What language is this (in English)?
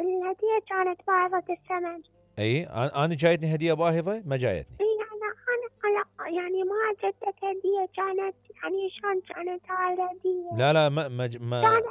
Mesopotamian Arabic